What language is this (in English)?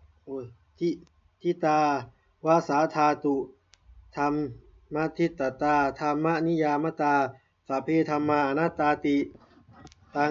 Pali